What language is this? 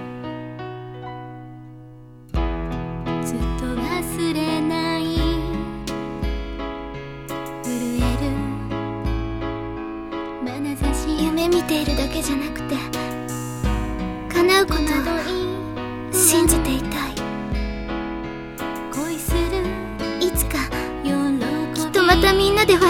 Japanese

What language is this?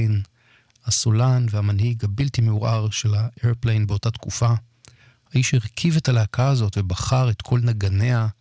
Hebrew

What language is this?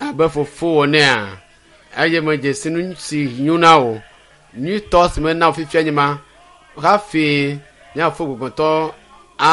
Ewe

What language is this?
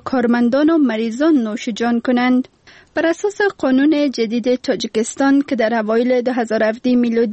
Persian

